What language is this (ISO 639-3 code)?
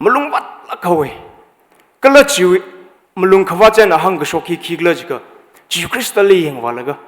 nmf